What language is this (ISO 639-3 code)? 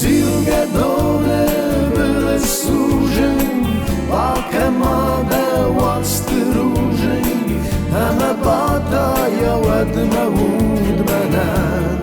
oss